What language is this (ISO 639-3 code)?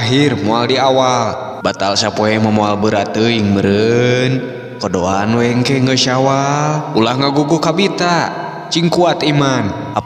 sun